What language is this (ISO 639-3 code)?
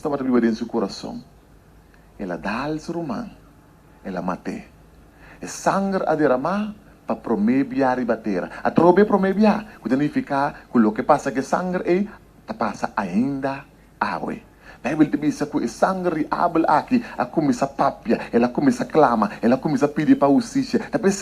pap